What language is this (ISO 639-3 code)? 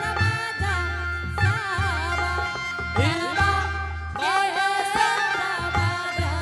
anp